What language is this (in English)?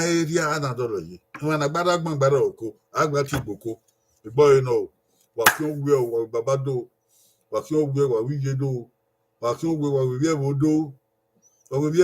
Bini